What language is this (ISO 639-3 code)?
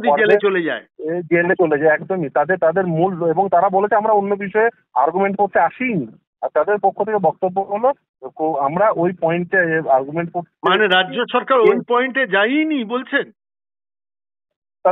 ben